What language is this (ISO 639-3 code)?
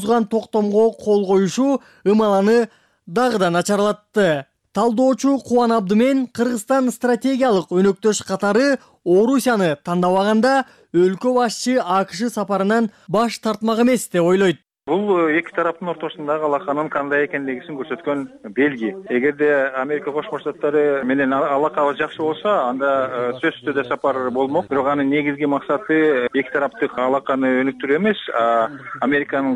kir